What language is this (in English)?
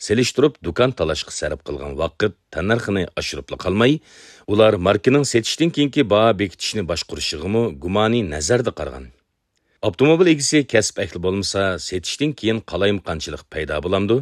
Uyghur